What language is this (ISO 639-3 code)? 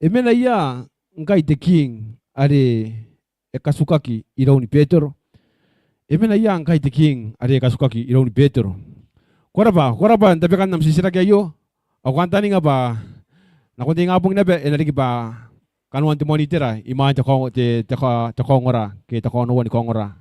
gil